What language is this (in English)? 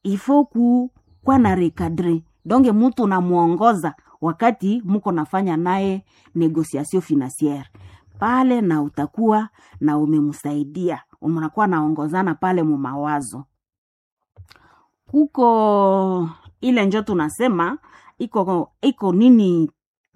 Swahili